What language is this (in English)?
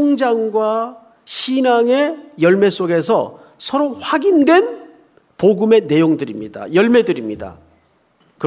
Korean